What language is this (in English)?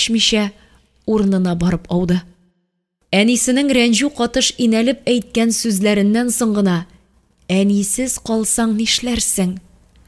Tatar